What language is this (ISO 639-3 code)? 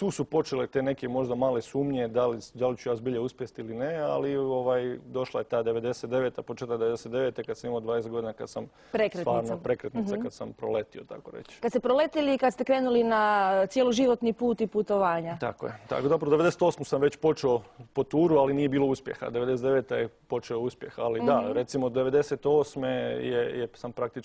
hrv